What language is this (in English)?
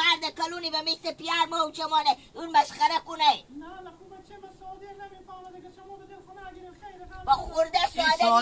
Hazaragi